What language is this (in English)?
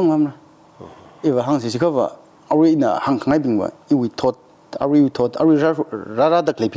Tangkhul Naga (India)